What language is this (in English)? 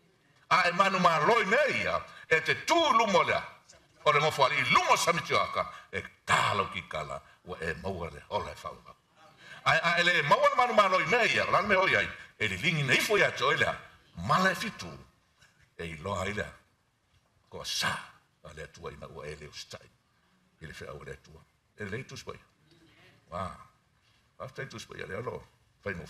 Samoan